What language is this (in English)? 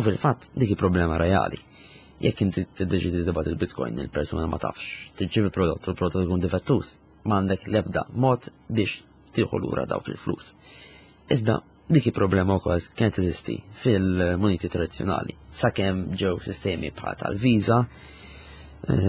Maltese